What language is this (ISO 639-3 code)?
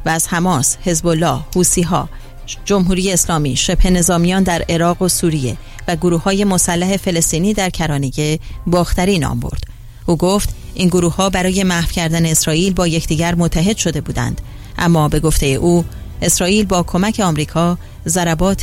fas